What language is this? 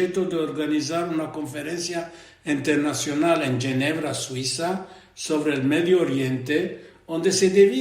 Ladino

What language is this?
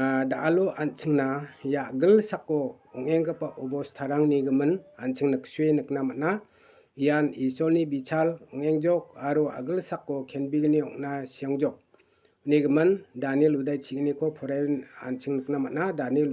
Garo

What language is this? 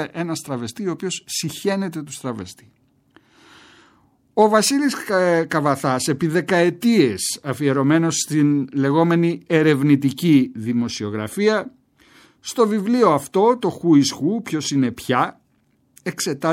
Greek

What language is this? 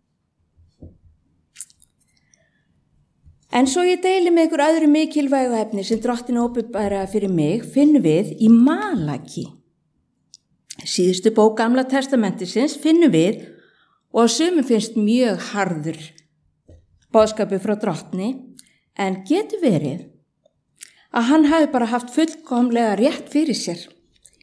Icelandic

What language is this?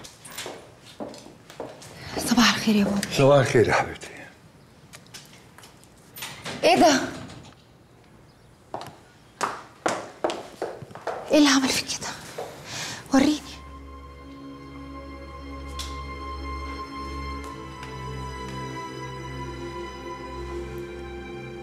Egyptian Arabic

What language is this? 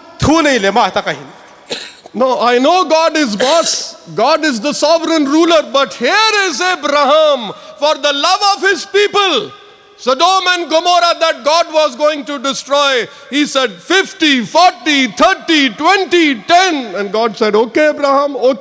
Hmar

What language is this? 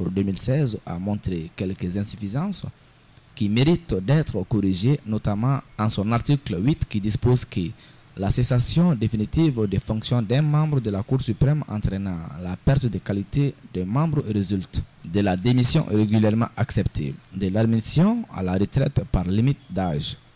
French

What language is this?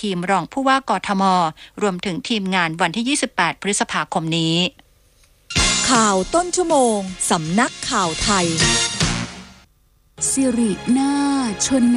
Thai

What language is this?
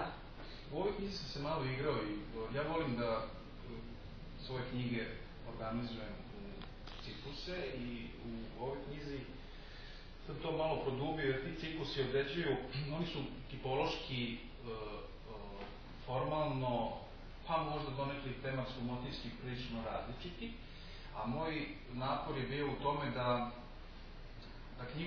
Serbian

